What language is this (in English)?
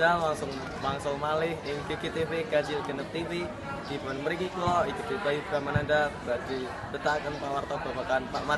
Javanese